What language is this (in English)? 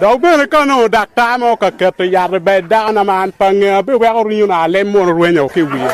Acoli